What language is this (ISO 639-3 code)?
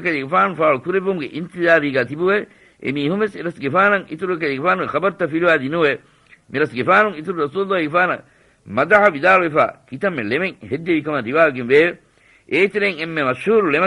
div